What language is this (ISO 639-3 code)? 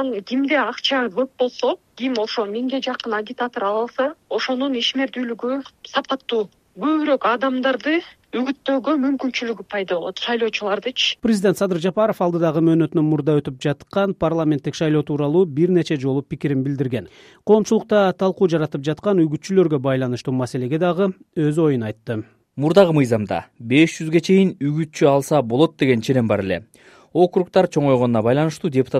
kir